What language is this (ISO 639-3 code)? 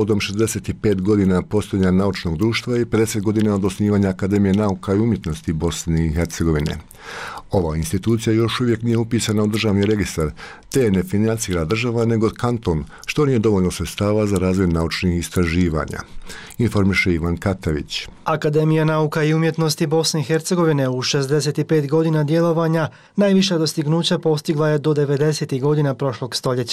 bos